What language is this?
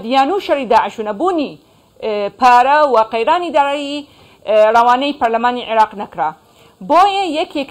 Central Kurdish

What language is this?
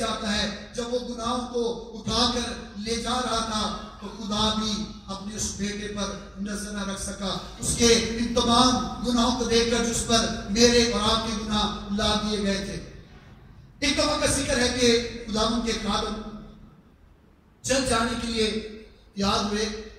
Urdu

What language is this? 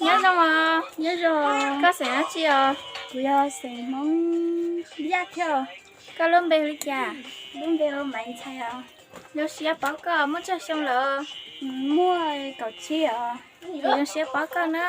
Hmong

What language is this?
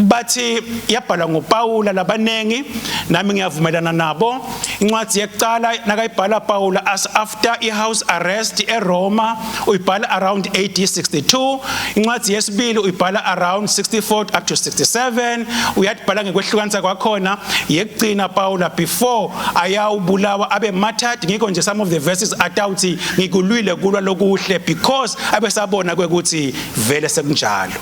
Swati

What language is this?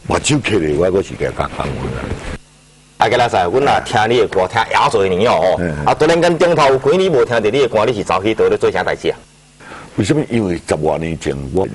Min Nan Chinese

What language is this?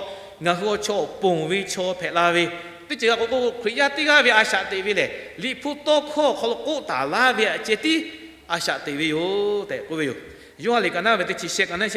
Lahu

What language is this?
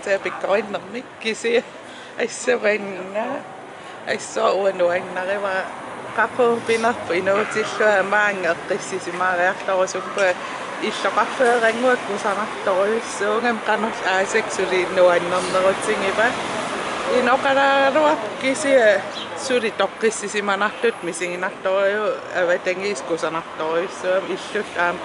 Kalaallisut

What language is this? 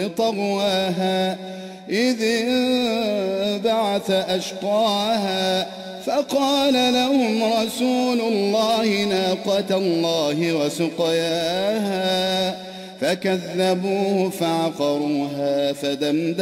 Arabic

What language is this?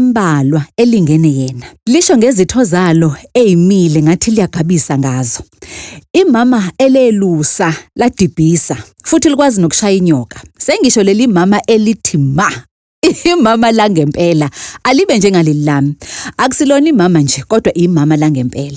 Zulu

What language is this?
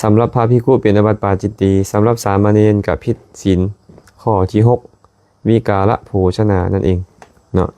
Lao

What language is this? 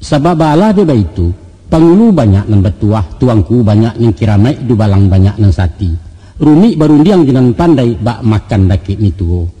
Minangkabau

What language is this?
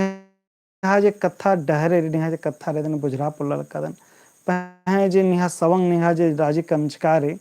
Kurukh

